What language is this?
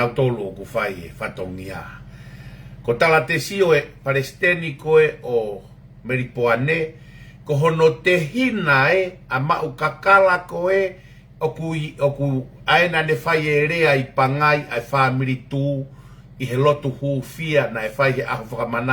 Tongan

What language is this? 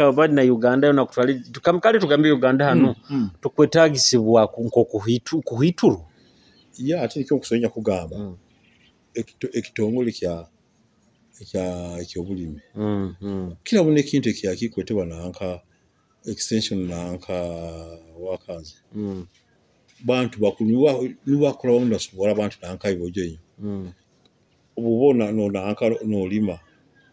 Nyoro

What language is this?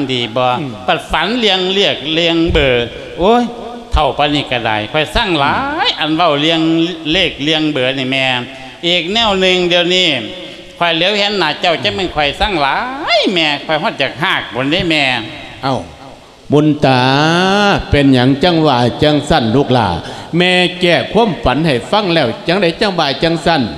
Lao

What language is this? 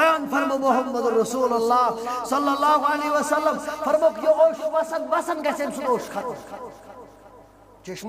Kashmiri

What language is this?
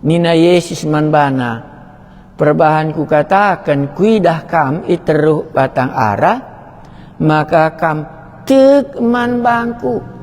Batak Karo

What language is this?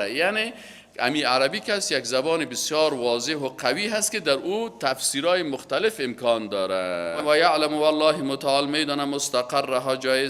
Persian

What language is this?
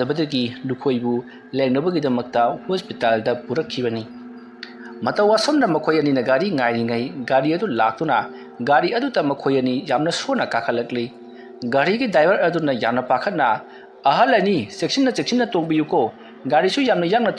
Manipuri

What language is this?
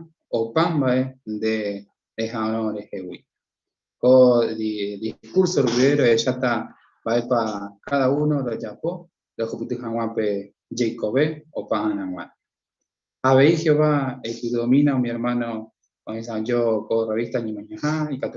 Guarani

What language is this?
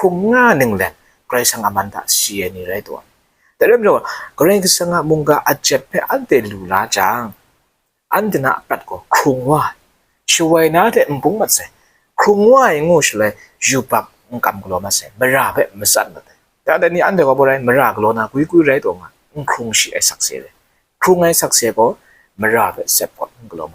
Kachin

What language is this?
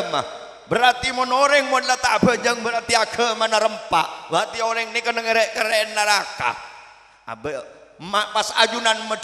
Madurese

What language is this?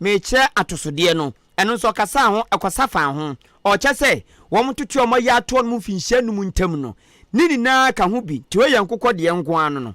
Akan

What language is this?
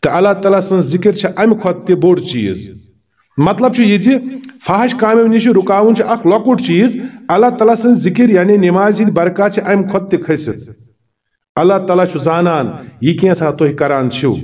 Kashmiri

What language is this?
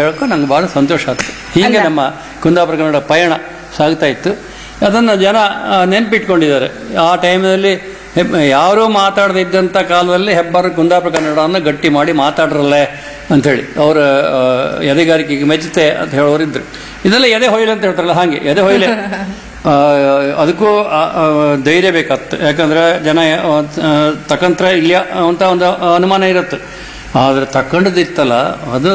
Kannada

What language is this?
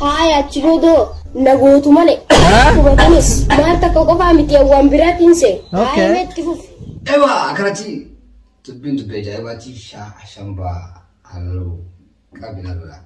Oromo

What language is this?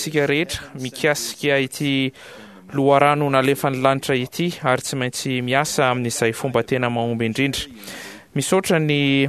Malagasy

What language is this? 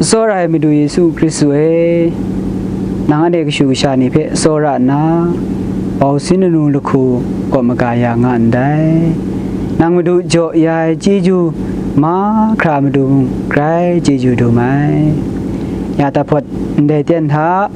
Kachin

